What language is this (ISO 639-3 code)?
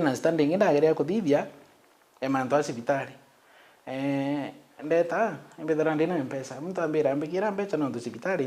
mer